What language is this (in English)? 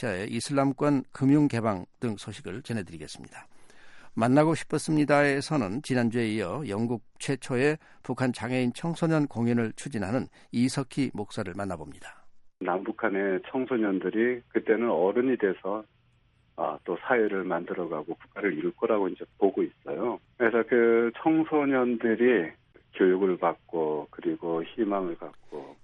Korean